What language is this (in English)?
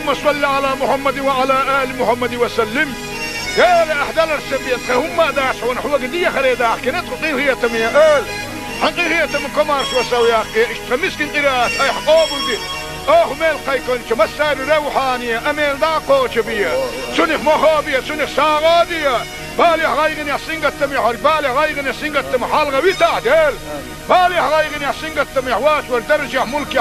Chechen